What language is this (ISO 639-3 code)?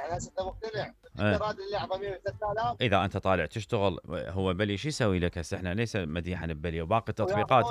acm